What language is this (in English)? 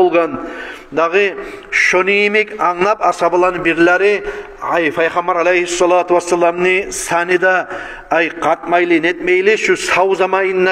Kumyk